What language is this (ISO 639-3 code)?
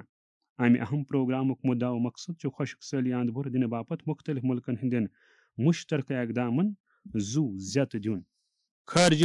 kas